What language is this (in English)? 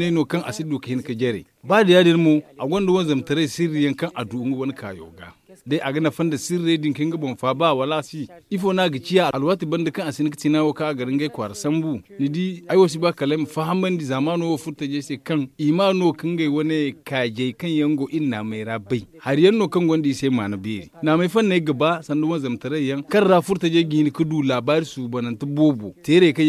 Zarma